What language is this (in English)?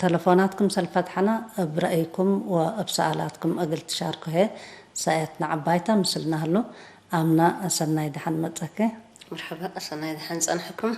Tigre